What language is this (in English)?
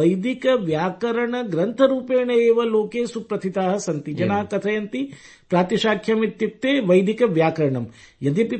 Sanskrit